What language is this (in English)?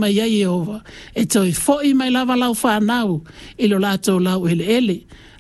Samoan